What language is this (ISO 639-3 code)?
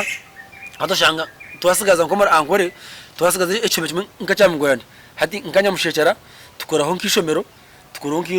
nyn